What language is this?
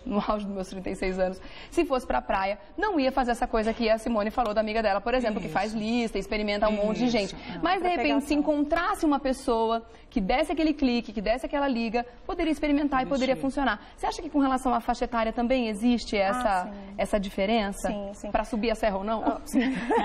Portuguese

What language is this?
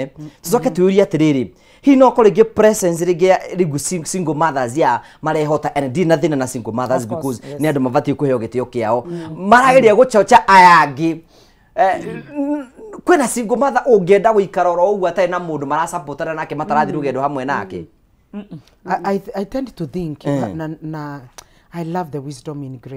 Kikuyu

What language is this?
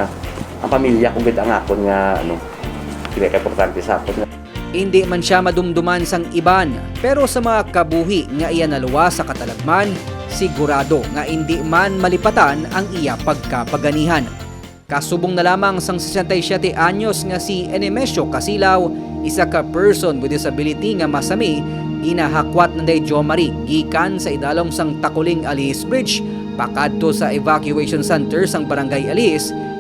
Hiligaynon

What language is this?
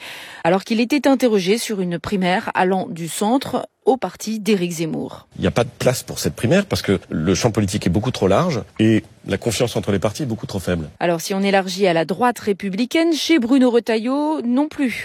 French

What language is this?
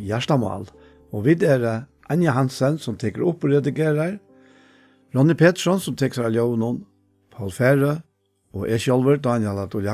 Faroese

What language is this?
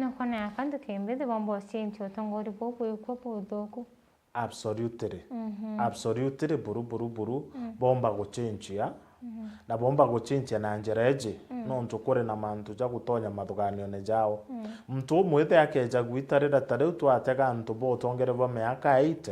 Meru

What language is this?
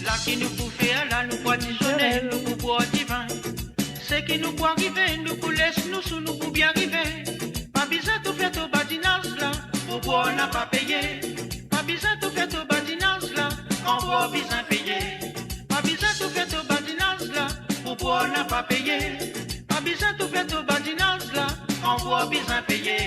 Morisyen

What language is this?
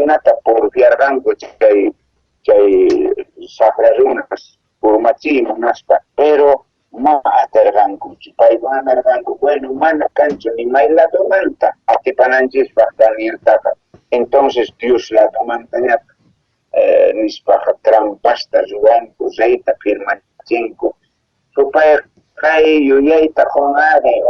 South Bolivian Quechua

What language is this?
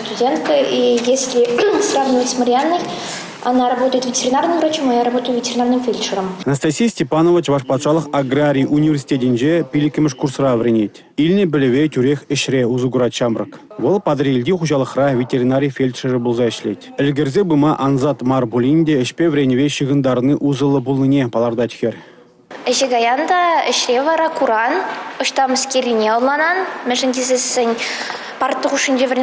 Chuvash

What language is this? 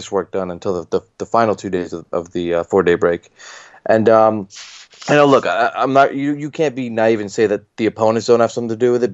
English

